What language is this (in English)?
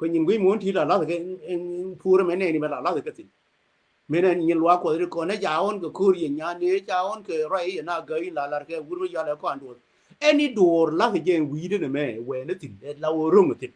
Nuer